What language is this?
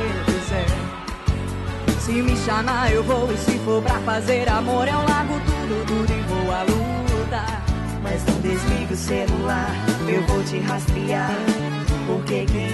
Portuguese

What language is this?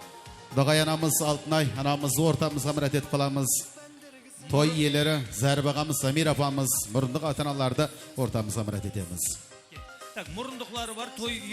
Kara-Kalpak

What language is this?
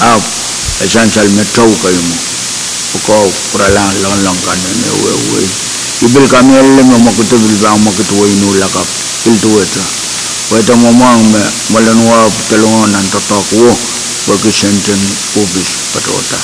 Pohnpeian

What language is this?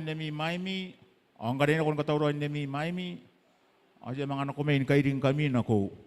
Gilbertese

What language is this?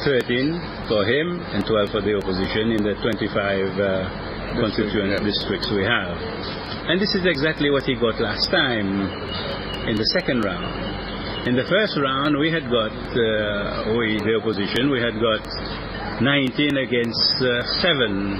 Seselwa Creole French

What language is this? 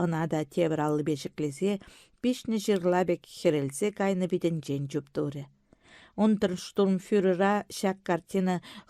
Chuvash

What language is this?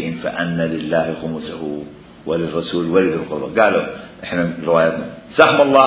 Mesopotamian Arabic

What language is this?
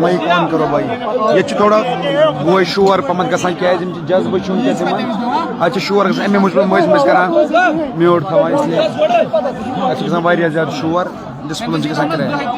Kashmiri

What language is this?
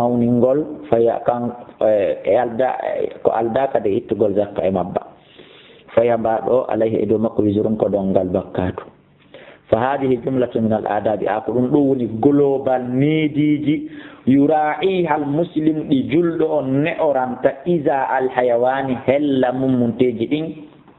Fula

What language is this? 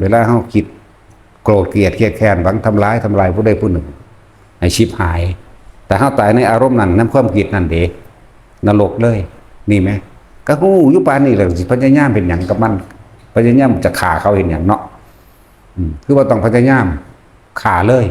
Northeastern Thai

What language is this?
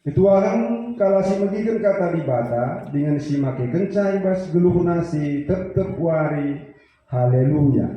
Batak Karo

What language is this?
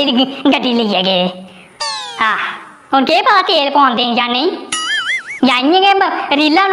Dogri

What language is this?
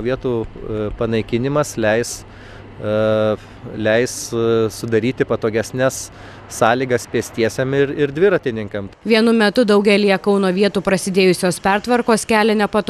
Lithuanian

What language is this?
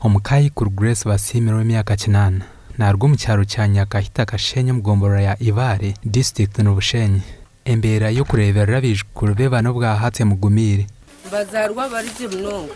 Nyankole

